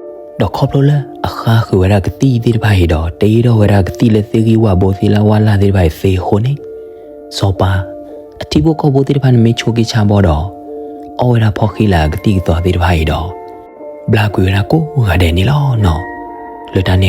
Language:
S'gaw Karen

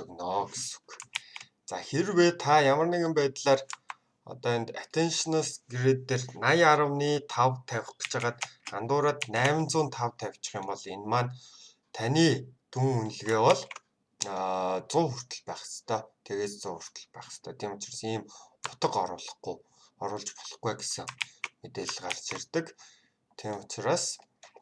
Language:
Mongolian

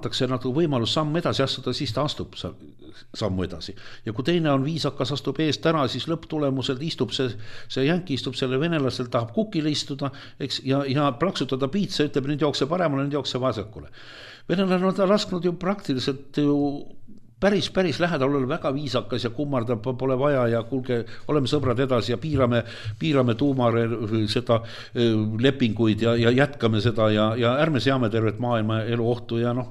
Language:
Estonian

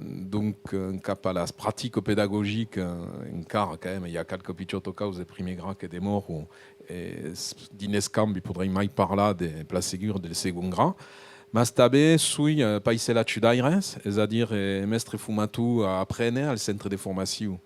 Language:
Occitan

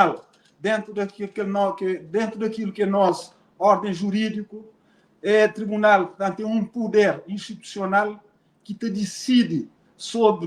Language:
Kabuverdianu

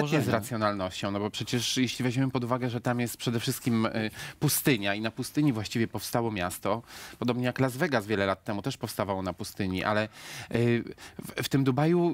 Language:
Polish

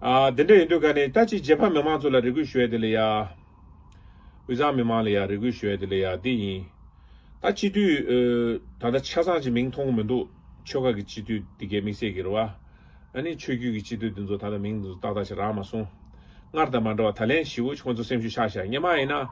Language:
Tibetan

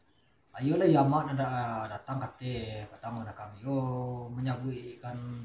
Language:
Minangkabau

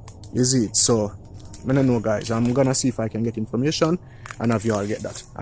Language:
Jamaican Creole English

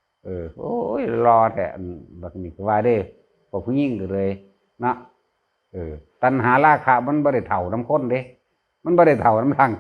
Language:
Northeastern Thai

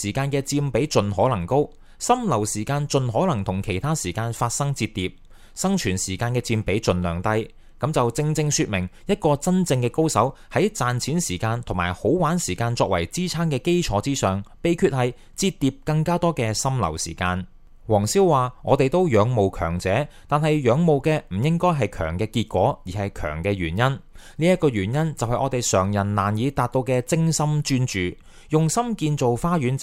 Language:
Cantonese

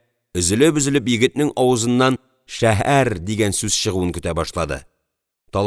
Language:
Tatar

